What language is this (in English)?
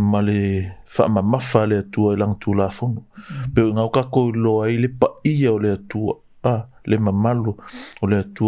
Samoan